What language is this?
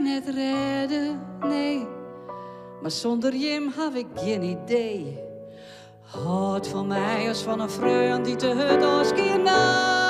Western Frisian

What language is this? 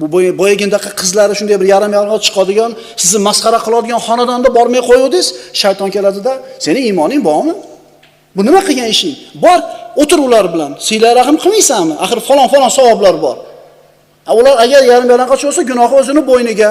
Uzbek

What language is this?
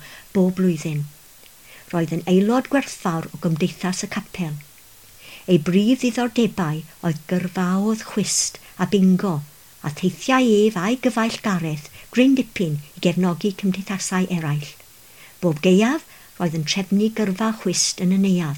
Welsh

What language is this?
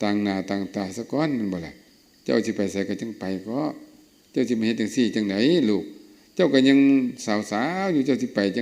Lao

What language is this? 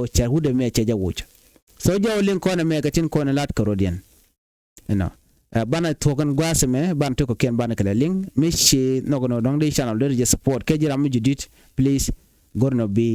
Nuer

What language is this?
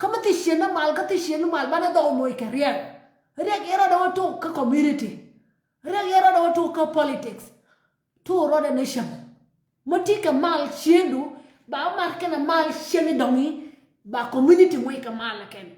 Nuer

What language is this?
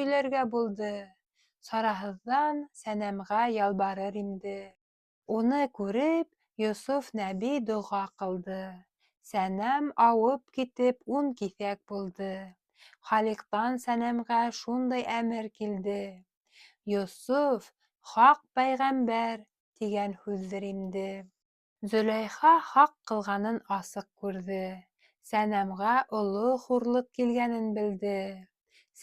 Bashkir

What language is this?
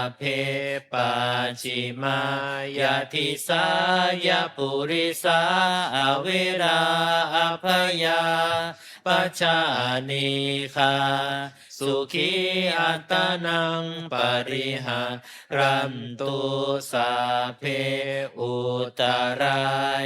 Pali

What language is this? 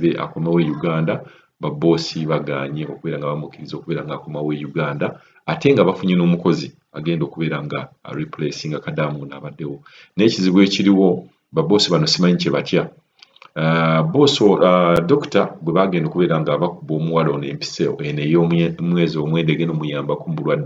Ganda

